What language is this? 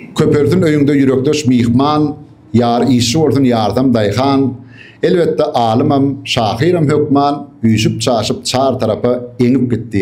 Turkmen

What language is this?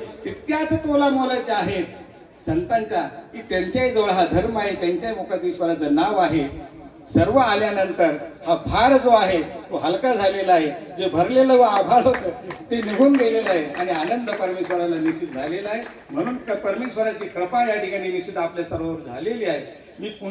Marathi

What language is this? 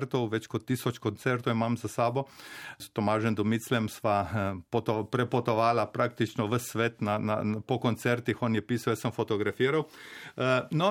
Slovenian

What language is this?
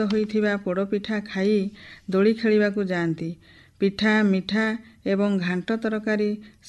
Odia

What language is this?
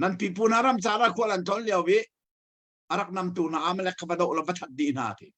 Hakha Chin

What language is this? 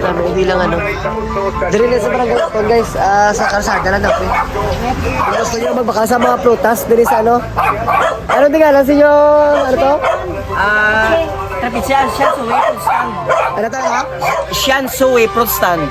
Hiligaynon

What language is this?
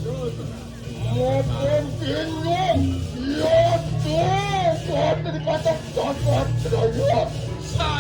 Balinese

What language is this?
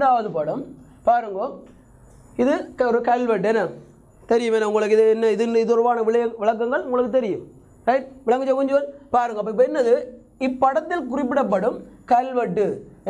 Tamil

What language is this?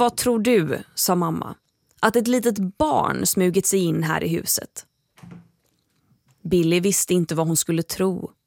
Swedish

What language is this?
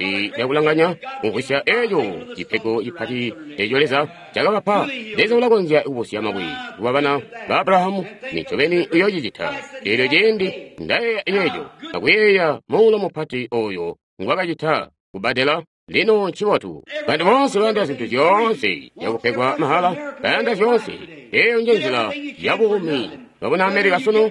Tonga (Zambia)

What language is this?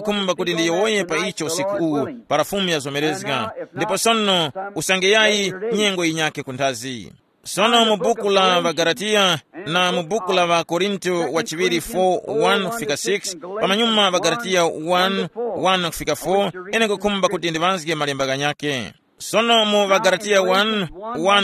Tumbuka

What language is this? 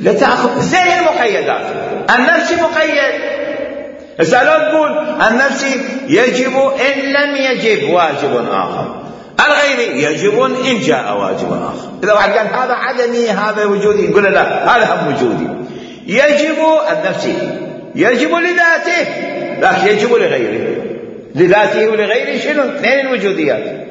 Mesopotamian Arabic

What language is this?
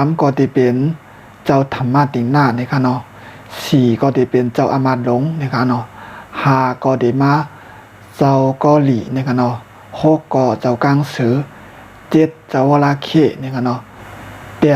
Shan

